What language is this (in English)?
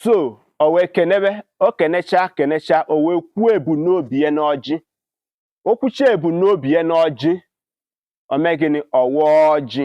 Igbo